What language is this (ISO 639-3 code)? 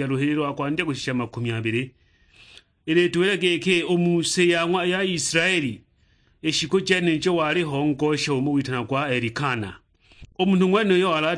suk